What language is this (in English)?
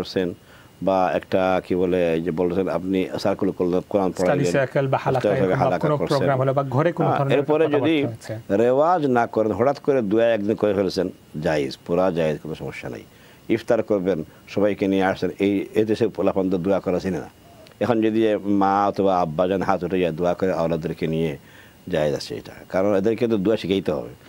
Bangla